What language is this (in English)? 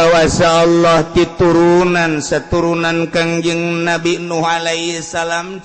Sundanese